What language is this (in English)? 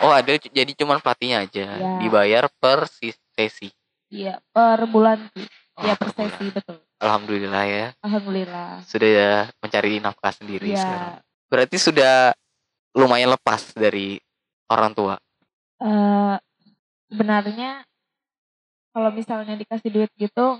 Indonesian